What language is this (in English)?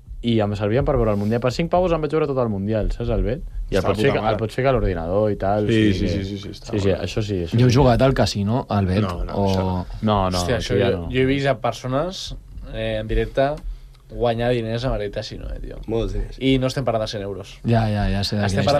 Catalan